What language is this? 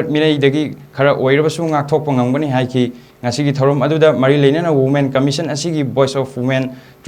Manipuri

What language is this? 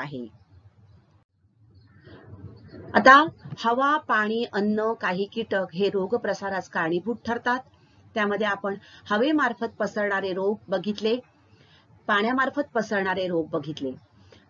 Marathi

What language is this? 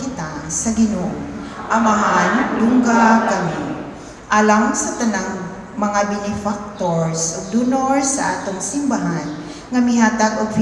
Cebuano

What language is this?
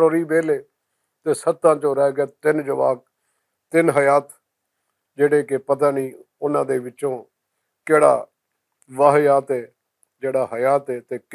Western Panjabi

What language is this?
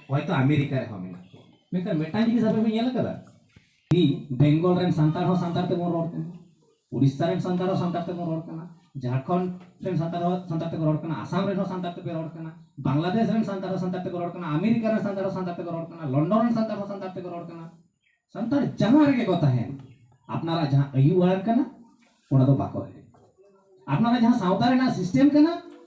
Santali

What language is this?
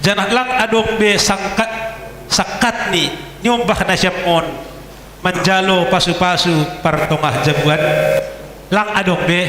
Batak Simalungun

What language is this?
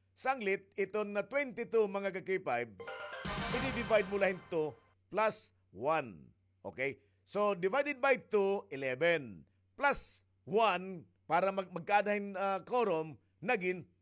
Waray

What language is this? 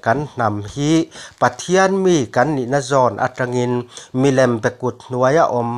Mizo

